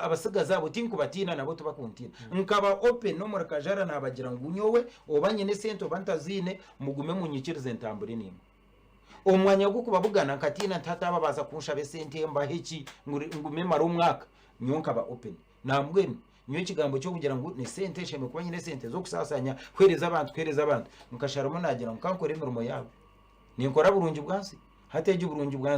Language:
Nyankole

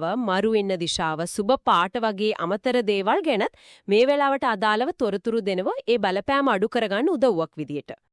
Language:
Sinhala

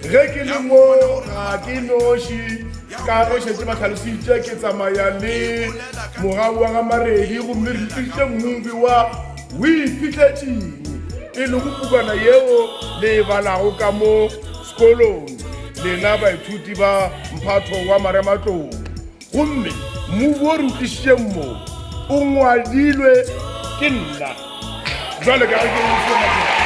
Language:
Northern Sotho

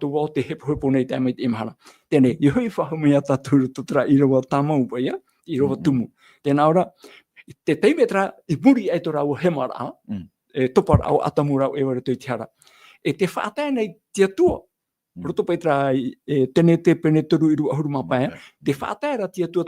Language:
Tahitian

